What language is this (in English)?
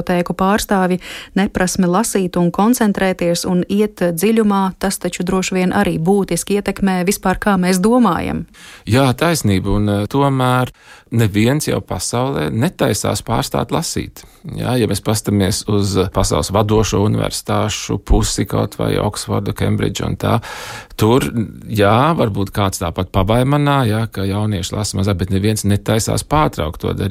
Latvian